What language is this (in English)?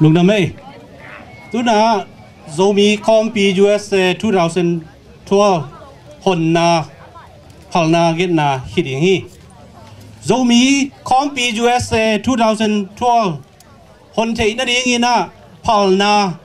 Tedim Chin